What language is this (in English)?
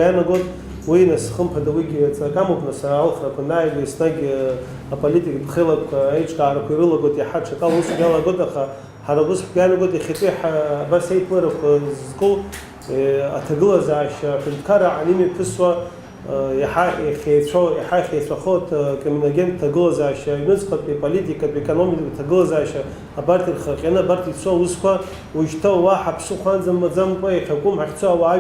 Abkhazian